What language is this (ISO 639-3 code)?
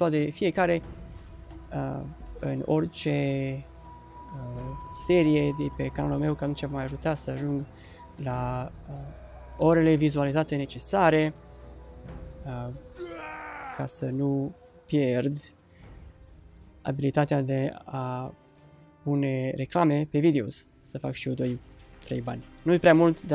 ron